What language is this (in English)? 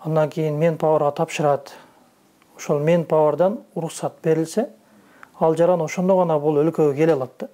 Kyrgyz